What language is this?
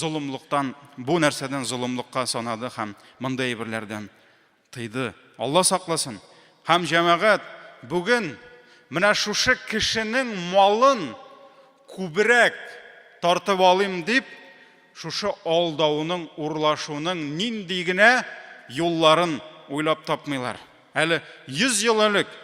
Tatar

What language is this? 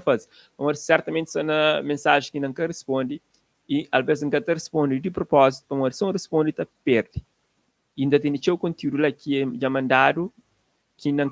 Kabuverdianu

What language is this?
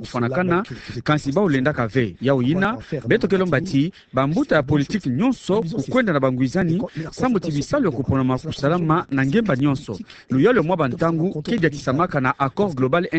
Kituba (Democratic Republic of Congo)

